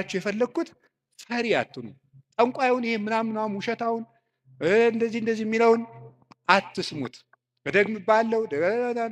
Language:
Amharic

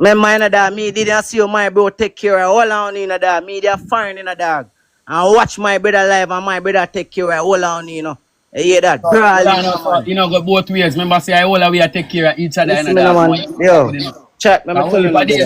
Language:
Jamaican Creole English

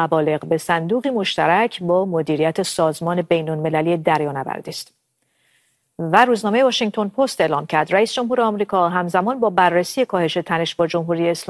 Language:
Persian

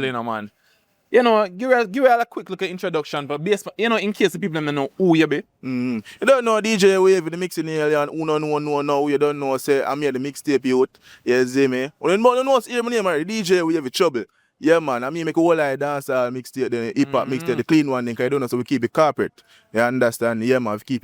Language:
Jamaican Creole English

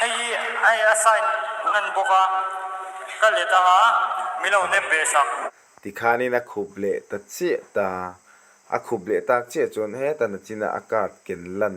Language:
Mizo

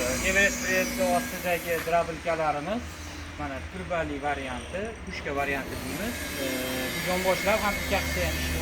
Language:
Uzbek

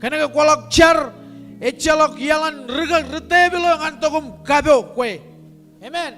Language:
Marshallese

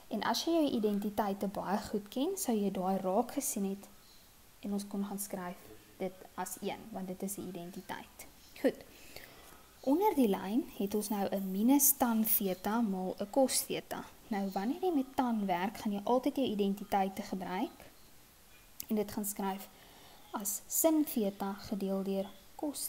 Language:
Afrikaans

